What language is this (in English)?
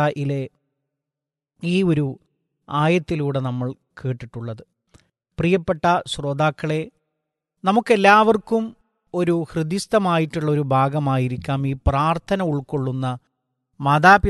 Malayalam